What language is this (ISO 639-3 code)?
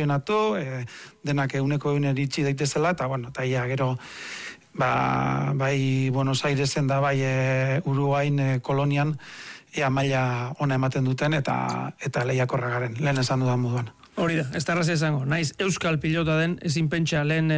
eus